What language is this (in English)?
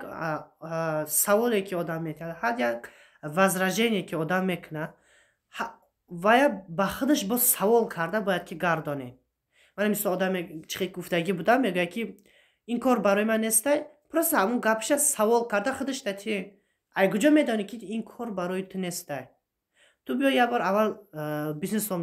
Tajik